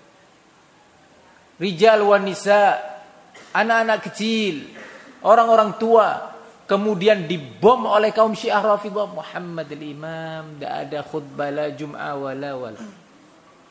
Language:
Indonesian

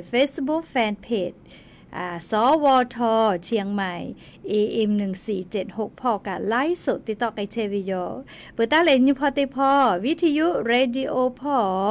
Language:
Lahu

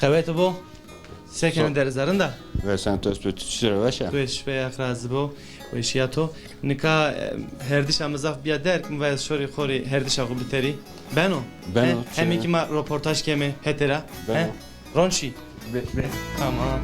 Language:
Zaza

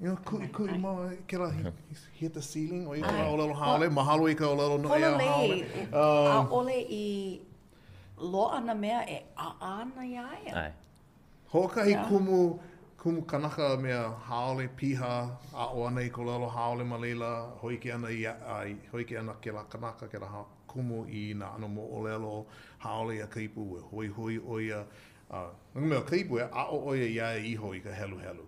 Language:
Hawaiian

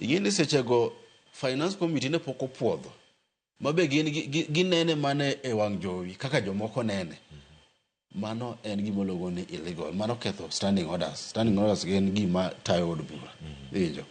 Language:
Luo (Kenya and Tanzania)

